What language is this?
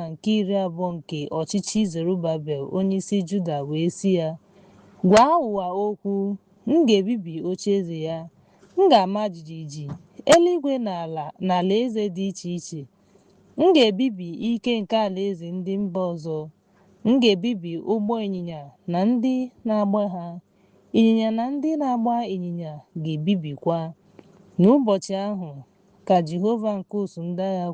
Igbo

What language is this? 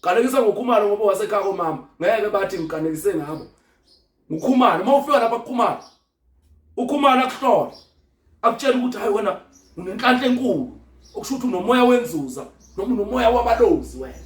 Zulu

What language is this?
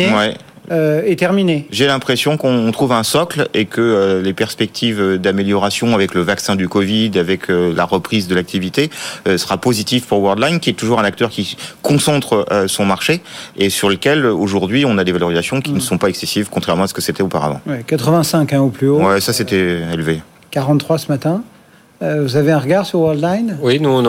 French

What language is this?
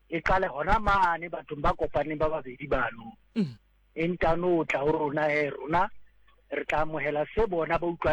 Southern Sotho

